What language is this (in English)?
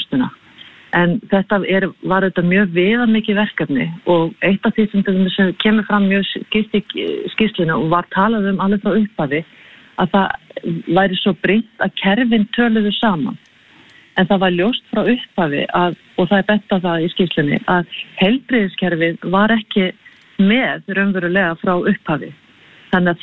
Icelandic